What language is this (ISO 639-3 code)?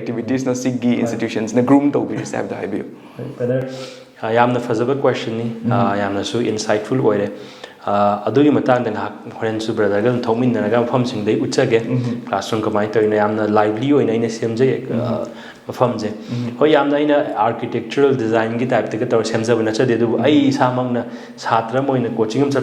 mni